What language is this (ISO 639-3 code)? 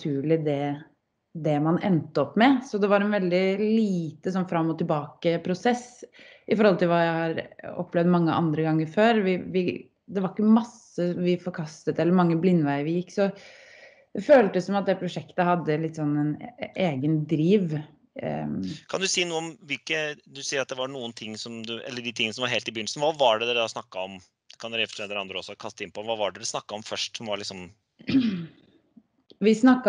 nor